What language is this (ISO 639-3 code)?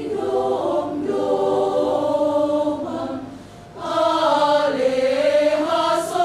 bts